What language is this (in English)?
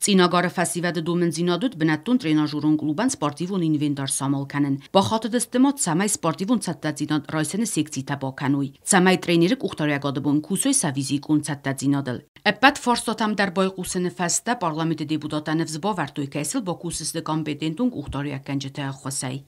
Ossetic